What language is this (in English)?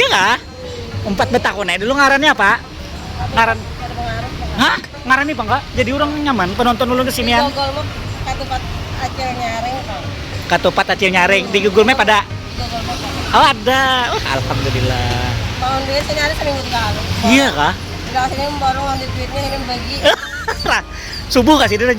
Banjar